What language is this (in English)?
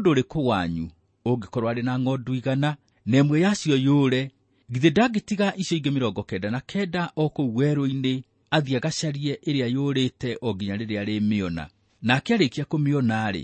Kikuyu